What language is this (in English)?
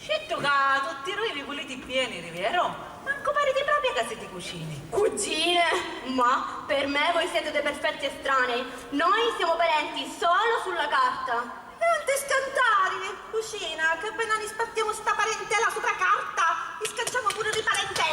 Sicilian